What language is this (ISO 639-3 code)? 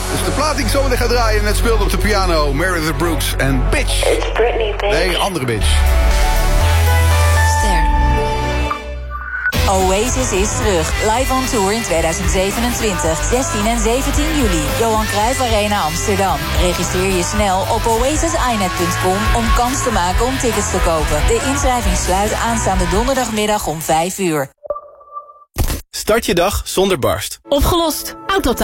nld